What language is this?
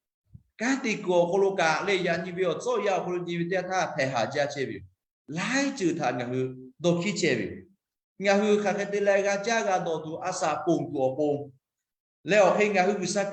Lahu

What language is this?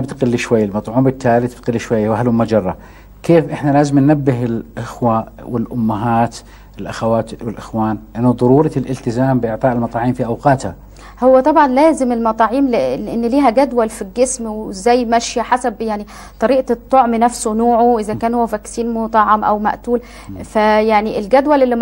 Arabic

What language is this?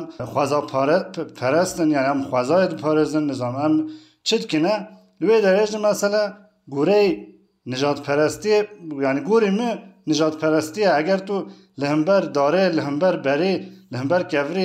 Kurdish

